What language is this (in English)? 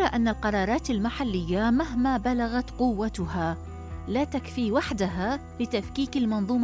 Arabic